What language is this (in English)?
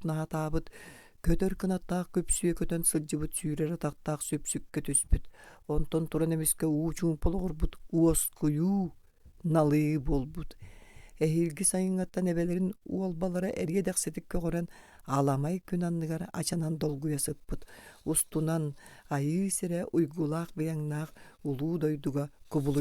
Yakut